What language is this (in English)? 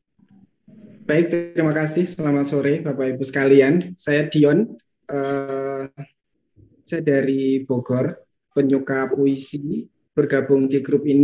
Indonesian